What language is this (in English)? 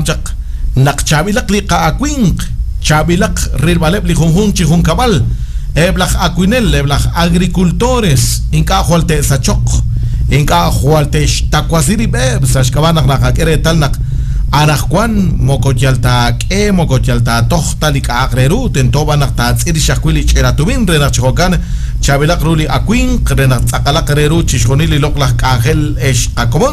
Kekchí